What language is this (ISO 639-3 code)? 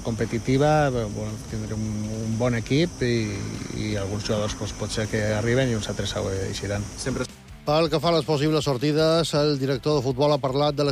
cat